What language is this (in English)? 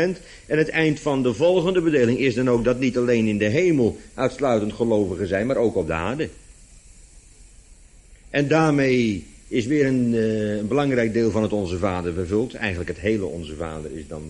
Dutch